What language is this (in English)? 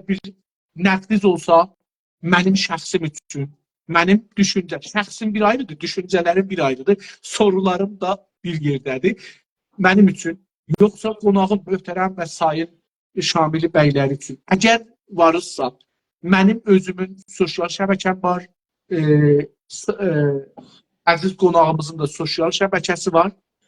South Azerbaijani